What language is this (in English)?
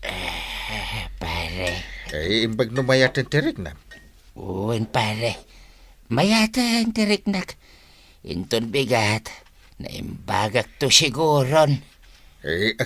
Iloko